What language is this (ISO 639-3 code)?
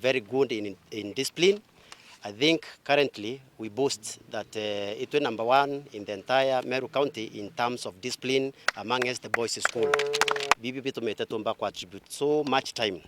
mer